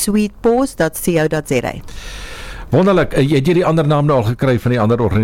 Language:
Afrikaans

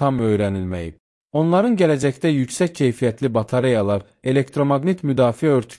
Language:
Azerbaijani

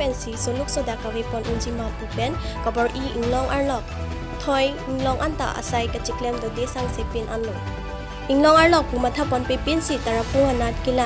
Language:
Karbi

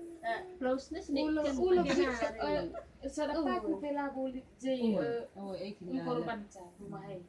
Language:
Batak Karo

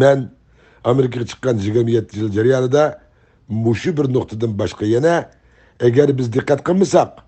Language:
Uyghur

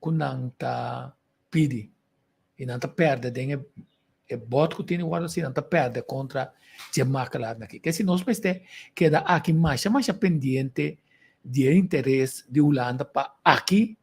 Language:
Papiamento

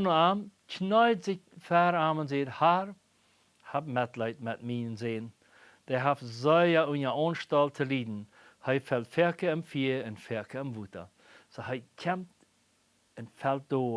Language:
Plautdietsch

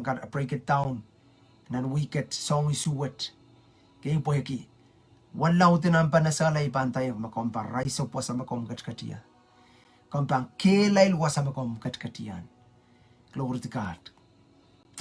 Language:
Pohnpeian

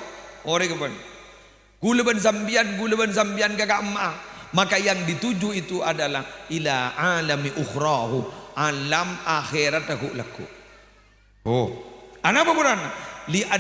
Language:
Madurese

